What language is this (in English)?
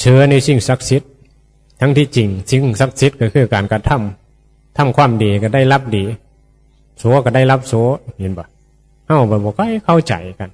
Northeastern Thai